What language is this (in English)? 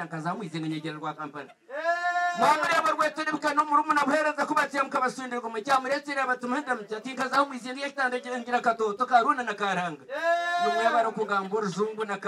Kinyarwanda